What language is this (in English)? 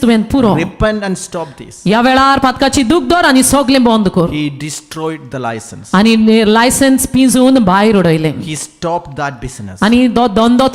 Konkani